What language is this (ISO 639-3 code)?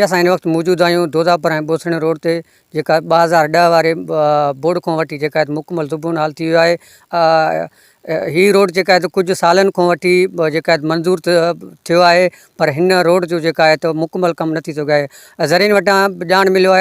snd